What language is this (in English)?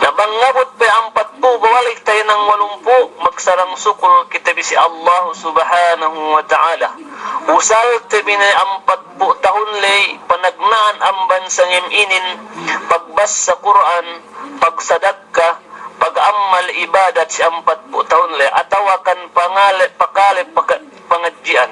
Yakan